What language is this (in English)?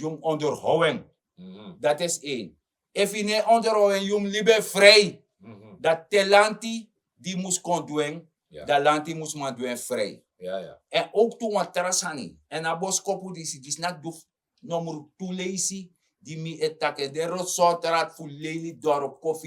Sranan Tongo